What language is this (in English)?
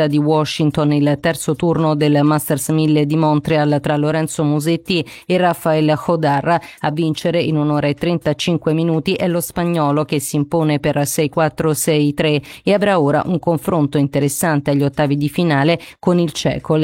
Italian